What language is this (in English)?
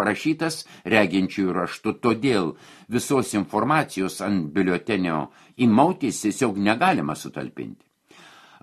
Lithuanian